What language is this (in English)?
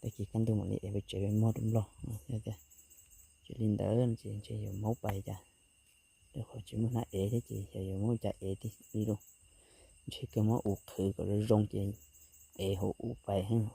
Hmong